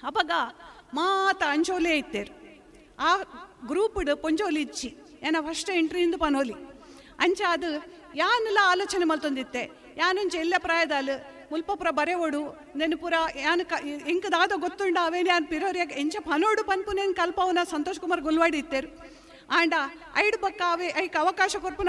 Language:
Tulu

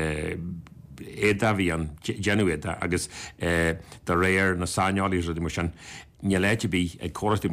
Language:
Irish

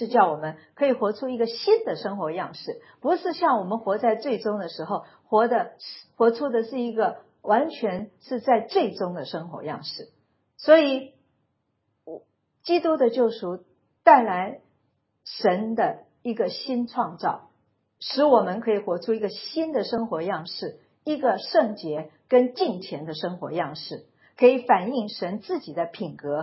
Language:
Chinese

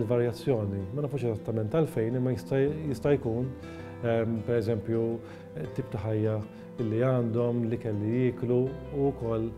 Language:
Maltese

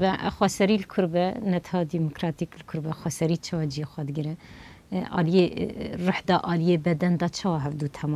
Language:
Kurdish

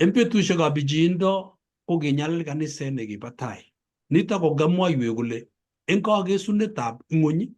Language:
Kalenjin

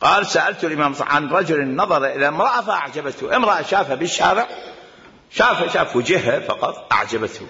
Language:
Mesopotamian Arabic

